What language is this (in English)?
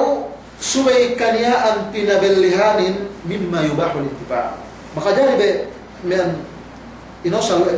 Yakan